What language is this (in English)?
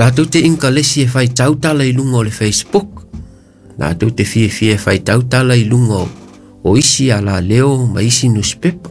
Samoan